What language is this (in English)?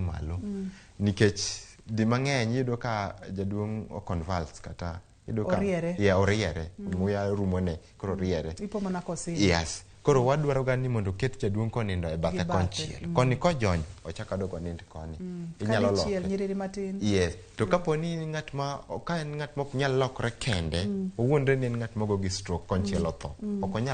Luo (Kenya and Tanzania)